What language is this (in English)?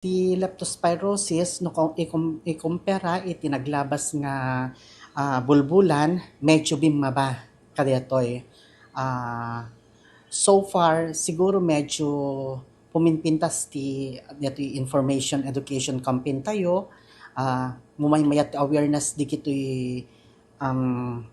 Iloko